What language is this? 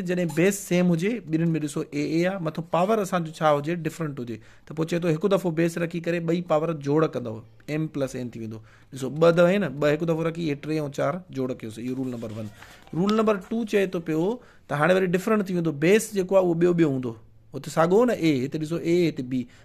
Sindhi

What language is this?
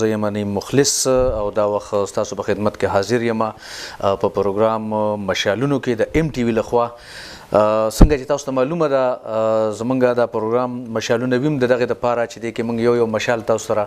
Pashto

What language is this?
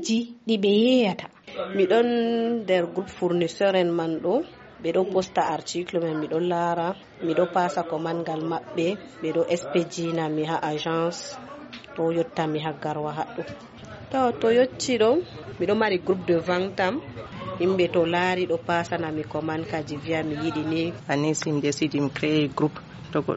Fula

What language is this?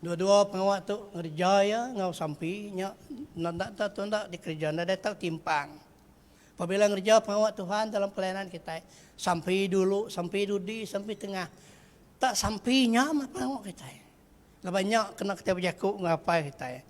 Iban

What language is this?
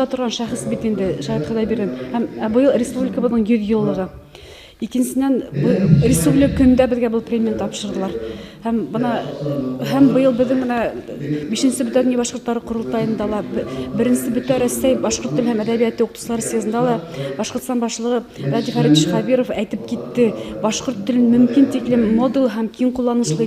Bashkir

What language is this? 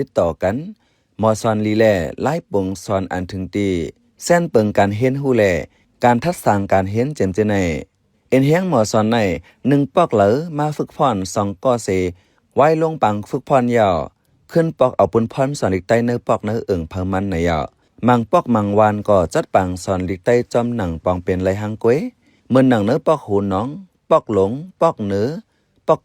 Shan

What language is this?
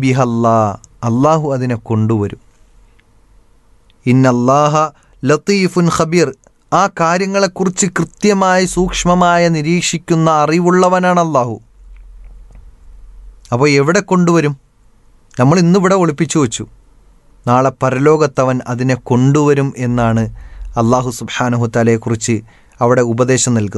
Malayalam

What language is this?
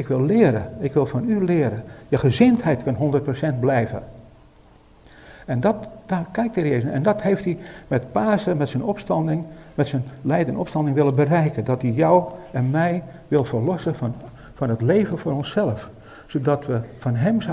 Dutch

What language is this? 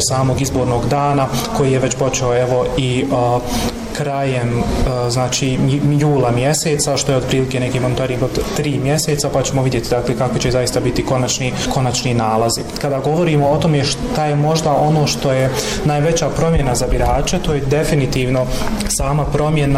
Bosnian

